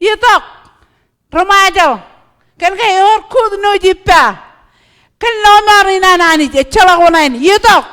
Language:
Marshallese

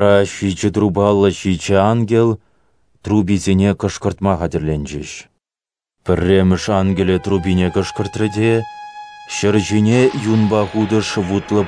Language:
Chuvash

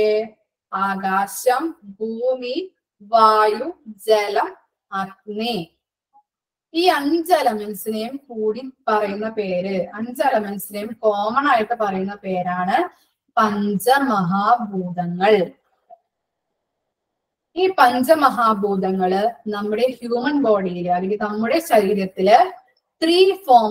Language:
Malayalam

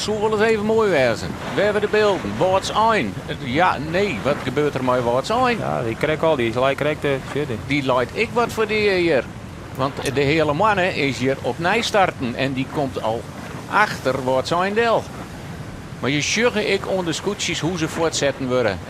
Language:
Western Frisian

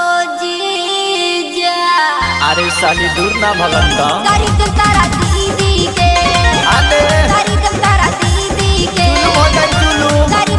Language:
Bhojpuri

